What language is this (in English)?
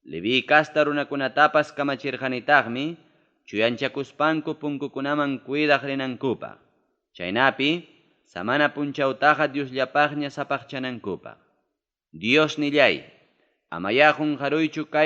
Ayacucho Quechua